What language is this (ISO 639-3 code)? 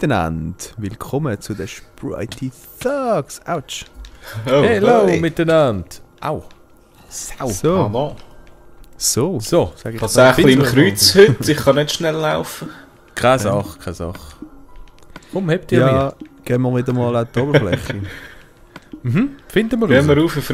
gsw